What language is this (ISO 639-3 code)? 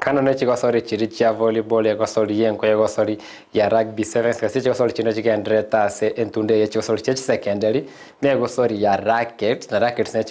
guz